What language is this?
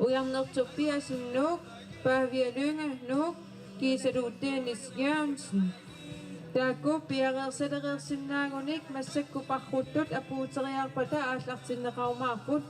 Kalaallisut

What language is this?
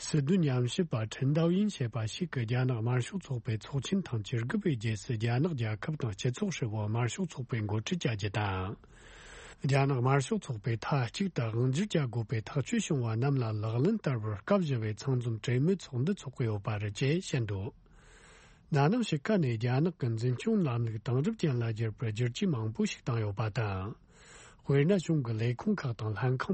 Tibetan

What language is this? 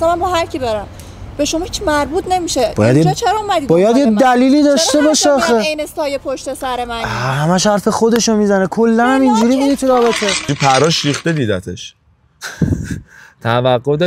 Persian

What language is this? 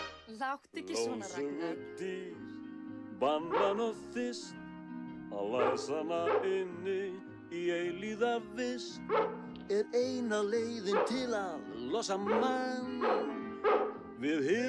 Icelandic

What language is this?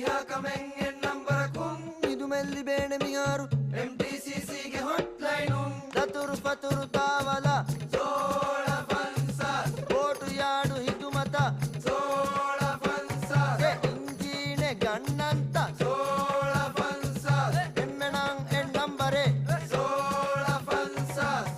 Divehi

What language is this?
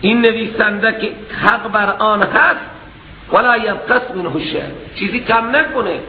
Persian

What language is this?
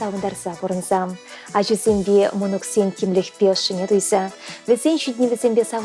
Chuvash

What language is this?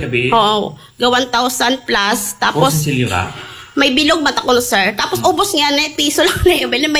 Aklanon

